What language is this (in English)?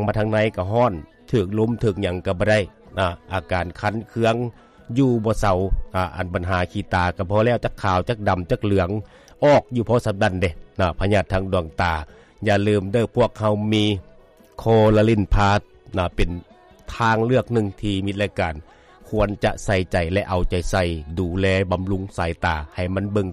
Lao